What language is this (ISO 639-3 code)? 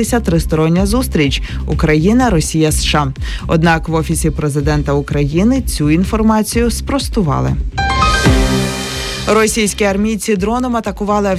ukr